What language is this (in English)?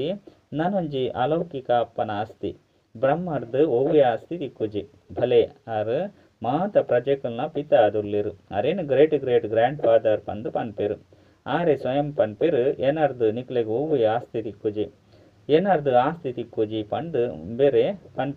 Tulu